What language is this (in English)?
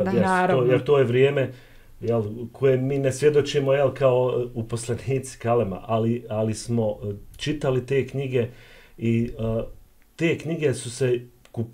Bosnian